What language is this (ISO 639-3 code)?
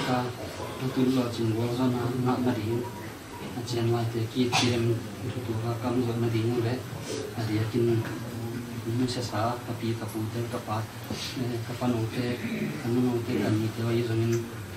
ctd